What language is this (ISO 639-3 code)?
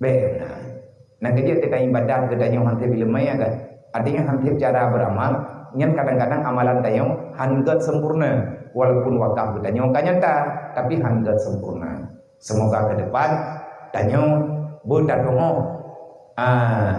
ace